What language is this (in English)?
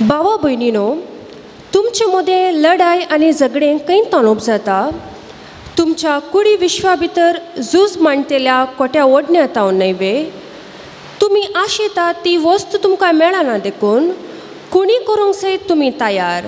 Konkani